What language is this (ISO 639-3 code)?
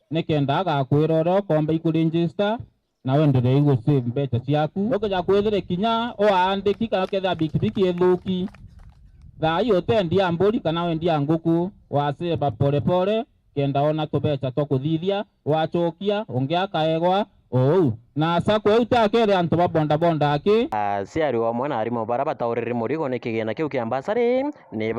mer